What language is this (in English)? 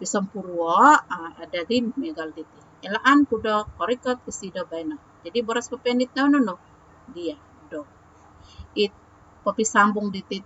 Central Dusun